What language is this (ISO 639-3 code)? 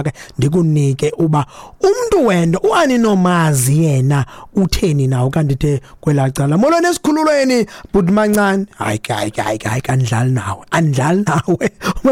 xho